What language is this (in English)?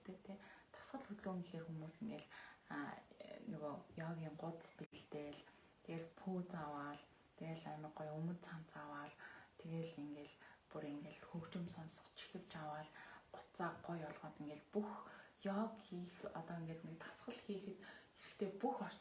Mongolian